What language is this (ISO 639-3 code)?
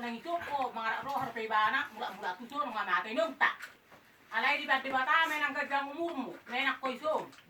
bbc